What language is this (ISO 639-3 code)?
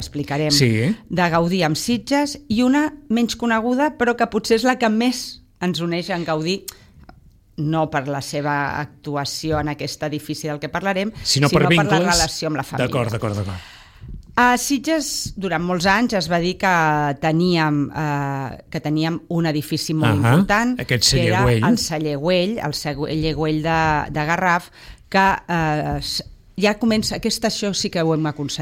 cat